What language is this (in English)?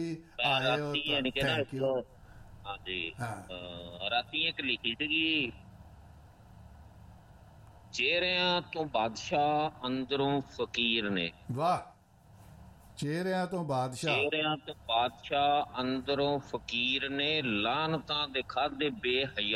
Punjabi